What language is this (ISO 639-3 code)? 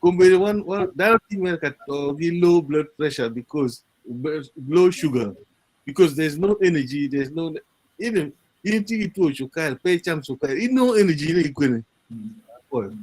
ach